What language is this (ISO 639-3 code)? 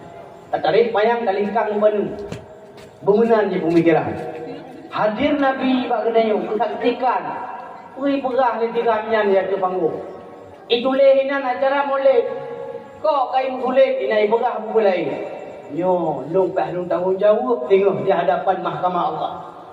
ace